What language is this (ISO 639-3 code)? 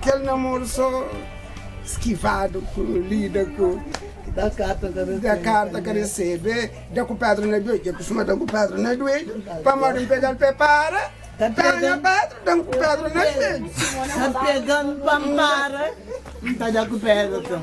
kea